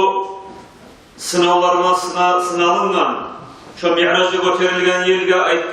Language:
Kumyk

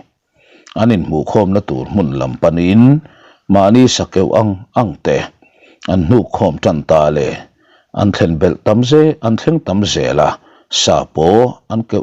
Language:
Mizo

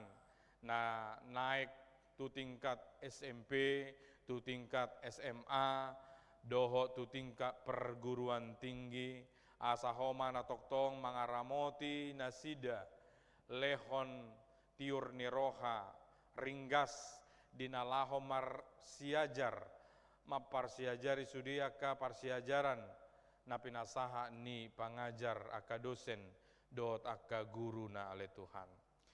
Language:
Batak Toba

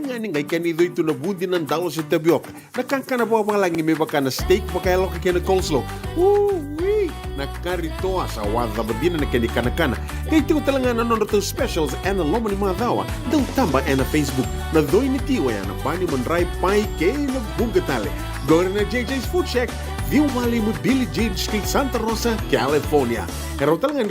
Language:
Fijian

